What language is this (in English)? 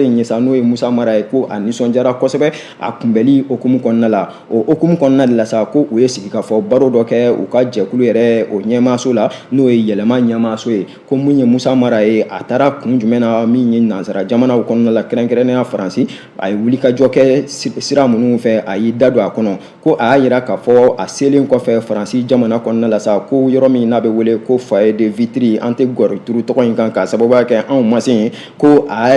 Bambara